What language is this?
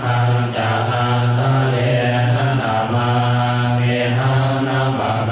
Pali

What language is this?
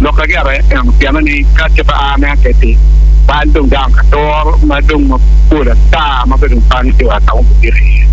Acoli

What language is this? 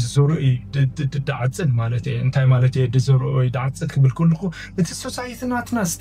Tigrinya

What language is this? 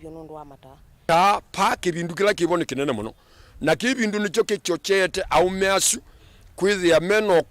Kamba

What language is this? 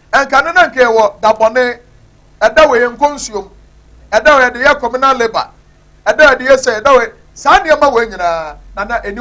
Akan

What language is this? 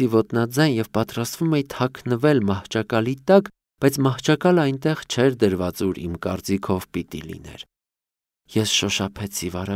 Armenian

